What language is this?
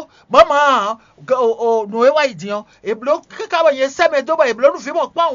Fon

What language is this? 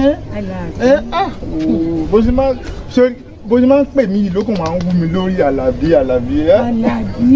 Yoruba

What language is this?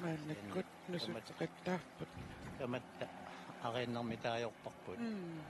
Kalaallisut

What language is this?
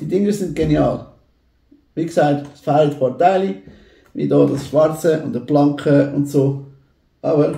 Swiss German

